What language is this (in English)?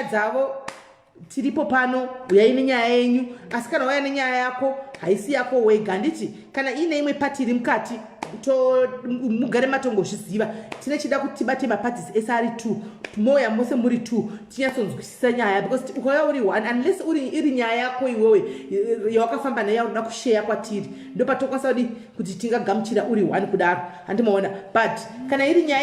Shona